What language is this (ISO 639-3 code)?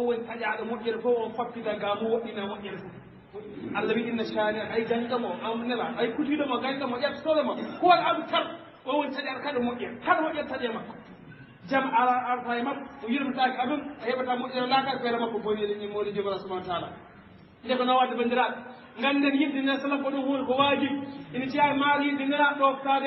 ful